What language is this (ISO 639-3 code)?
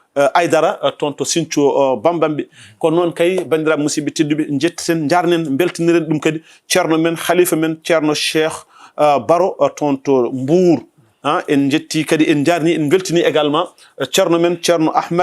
ful